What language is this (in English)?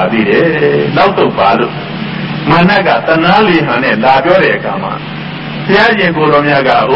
Burmese